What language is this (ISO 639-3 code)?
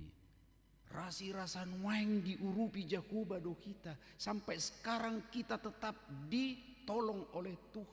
bbc